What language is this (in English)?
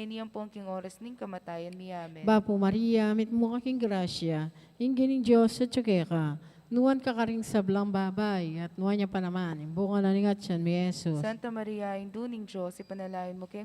Pampanga